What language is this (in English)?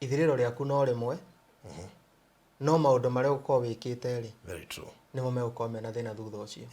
Kikuyu